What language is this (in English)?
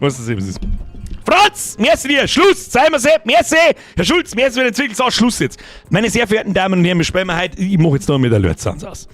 Bavarian